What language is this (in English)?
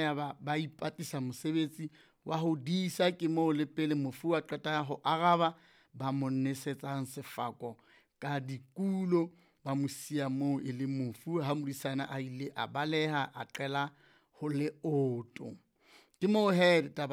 Southern Sotho